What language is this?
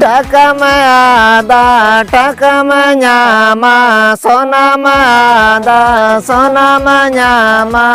Santali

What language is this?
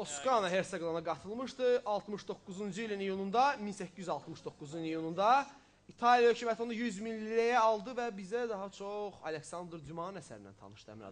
Azerbaijani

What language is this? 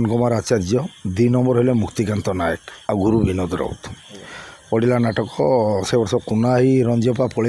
Odia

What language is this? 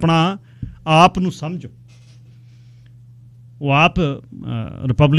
Punjabi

